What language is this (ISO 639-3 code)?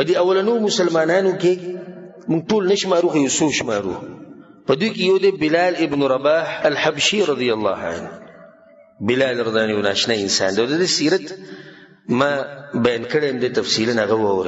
pus